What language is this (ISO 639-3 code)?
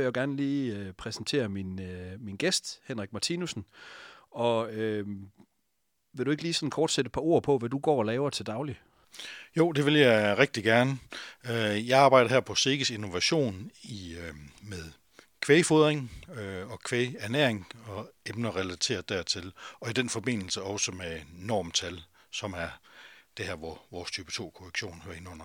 dan